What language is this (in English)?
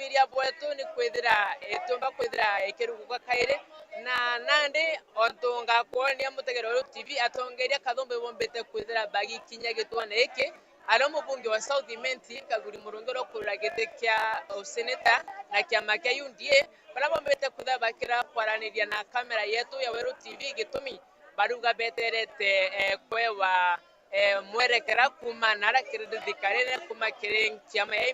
Meru